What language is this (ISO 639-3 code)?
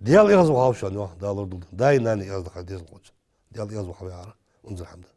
inh